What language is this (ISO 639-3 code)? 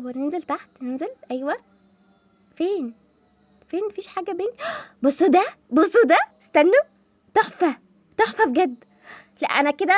arz